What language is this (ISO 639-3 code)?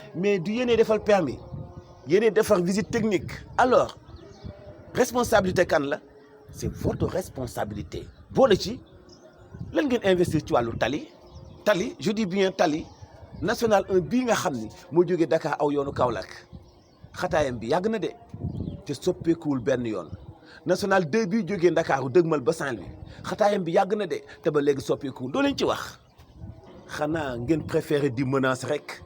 wol